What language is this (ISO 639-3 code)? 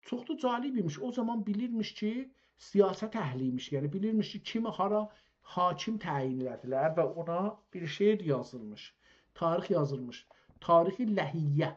azb